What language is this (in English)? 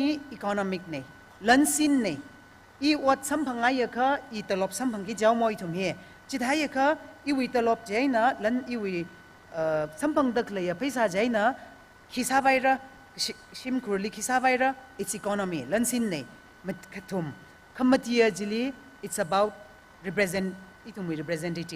Tangkhul Naga (India)